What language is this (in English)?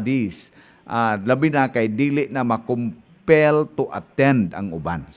Cebuano